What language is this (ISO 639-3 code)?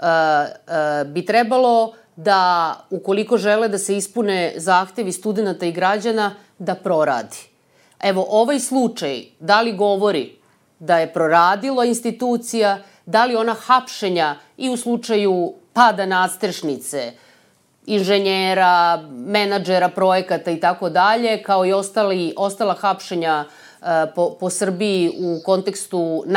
srp